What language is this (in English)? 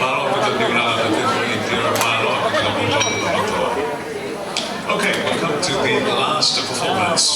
Tongan